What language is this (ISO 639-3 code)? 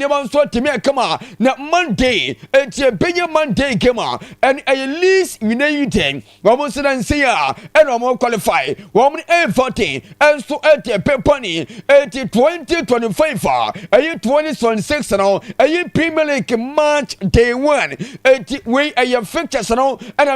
aka